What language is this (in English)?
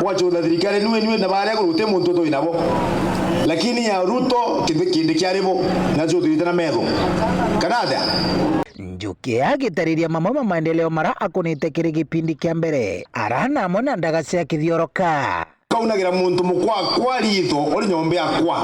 Meru